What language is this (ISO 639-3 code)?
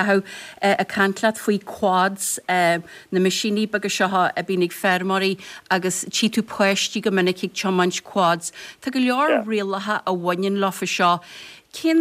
gle